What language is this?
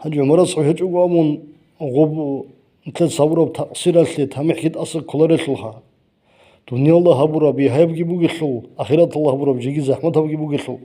Avaric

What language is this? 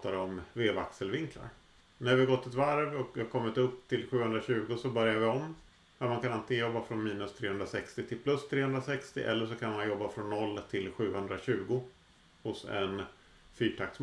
Swedish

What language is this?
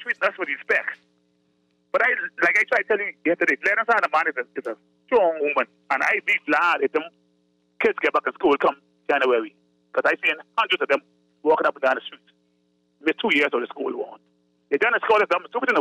English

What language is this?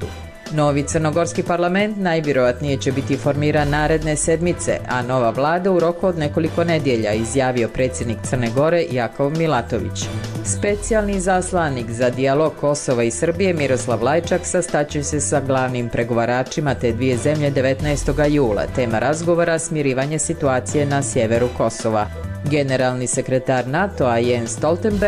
Bosnian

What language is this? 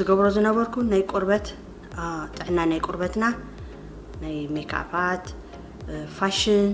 Tigrinya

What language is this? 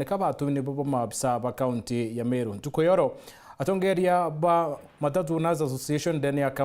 Meru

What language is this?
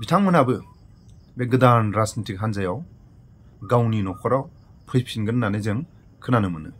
Bodo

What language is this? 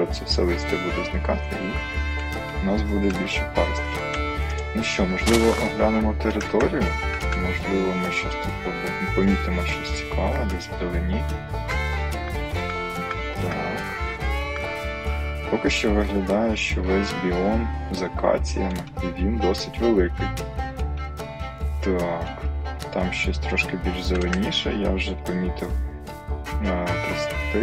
Ukrainian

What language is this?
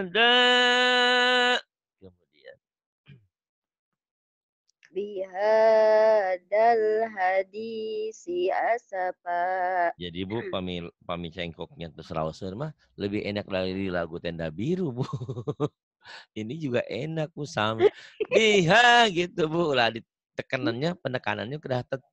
Indonesian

